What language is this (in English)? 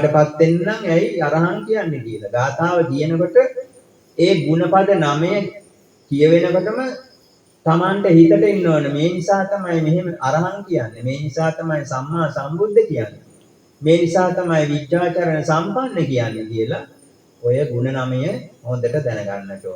Sinhala